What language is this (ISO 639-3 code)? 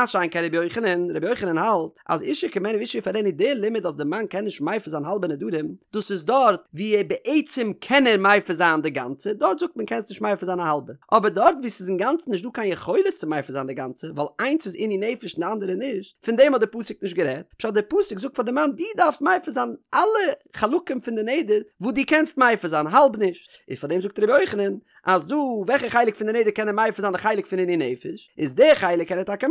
yid